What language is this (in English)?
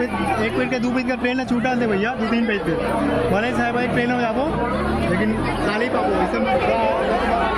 Chhattisgarhi